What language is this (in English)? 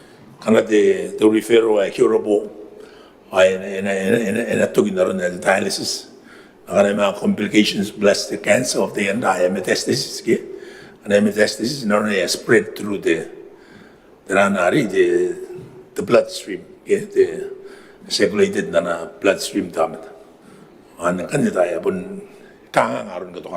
Gilbertese